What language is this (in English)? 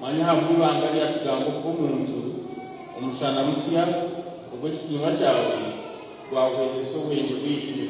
Nyankole